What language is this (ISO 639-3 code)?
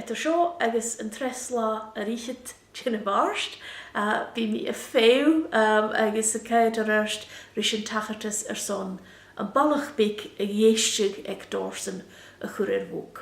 gla